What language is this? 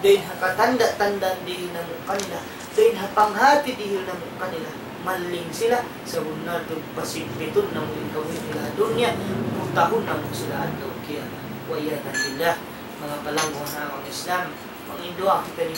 Tausug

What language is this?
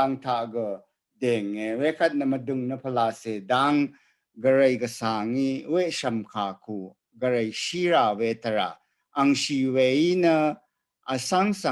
Rawang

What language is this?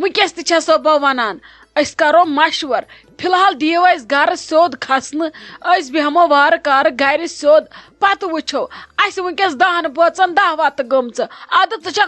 Kashmiri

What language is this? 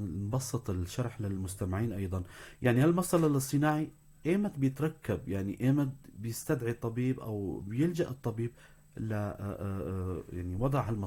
North Levantine Arabic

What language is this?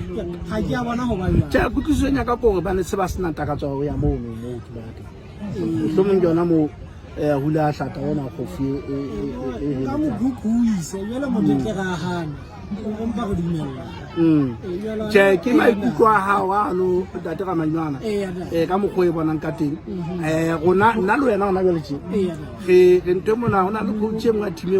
Southern Sotho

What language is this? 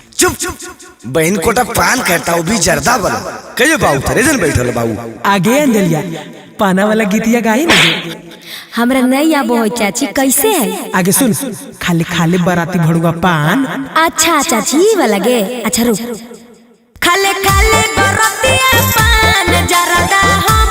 Magahi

